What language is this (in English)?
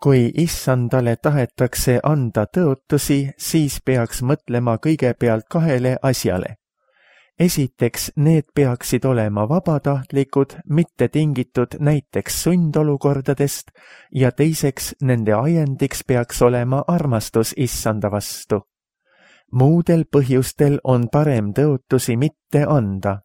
Estonian